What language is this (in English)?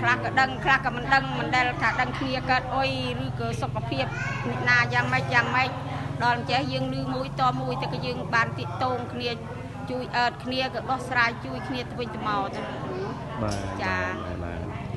Khmer